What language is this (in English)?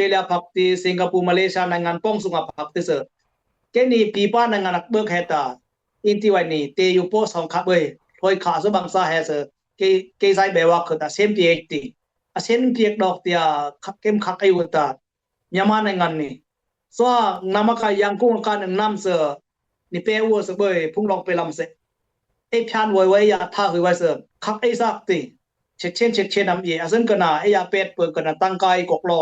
Dimasa